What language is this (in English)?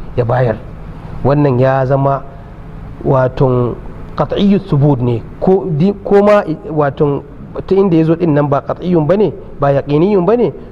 Hausa